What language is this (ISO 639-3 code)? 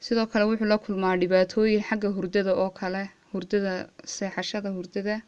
som